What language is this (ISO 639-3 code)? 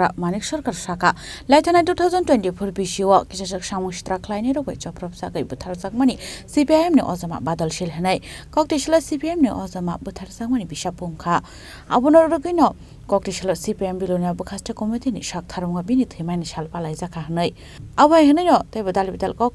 trp